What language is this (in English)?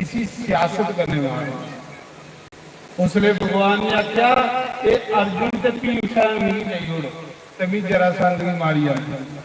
Dogri